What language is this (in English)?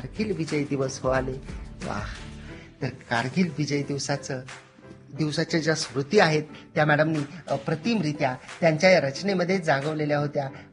Marathi